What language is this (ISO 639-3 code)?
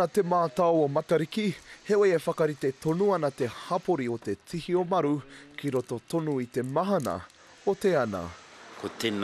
mri